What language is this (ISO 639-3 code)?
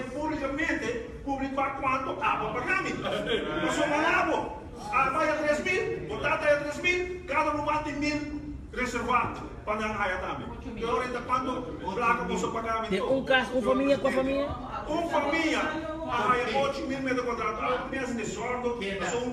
pap